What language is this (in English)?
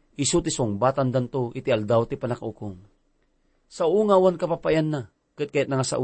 Iloko